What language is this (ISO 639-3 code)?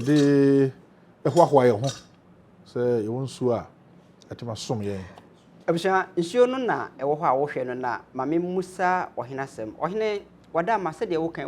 aka